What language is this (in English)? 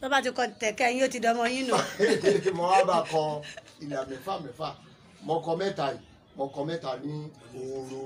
Yoruba